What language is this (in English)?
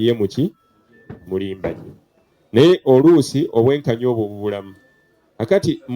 Ganda